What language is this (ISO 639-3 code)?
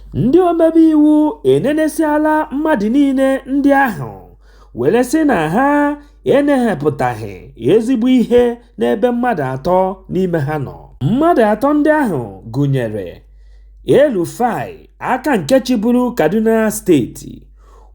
ibo